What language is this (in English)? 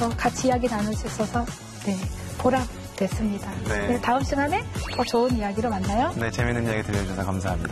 Korean